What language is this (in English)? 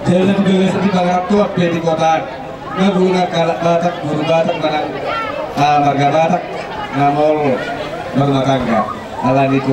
Batak Toba